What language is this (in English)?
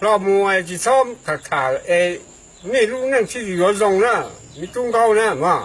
Hmong